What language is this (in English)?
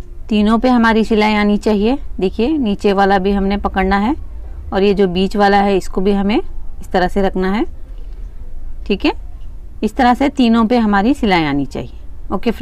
Hindi